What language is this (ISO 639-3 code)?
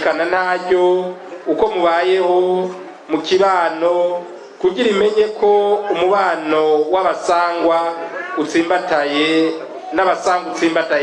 run